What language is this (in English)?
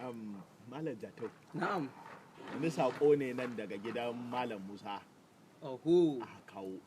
Hausa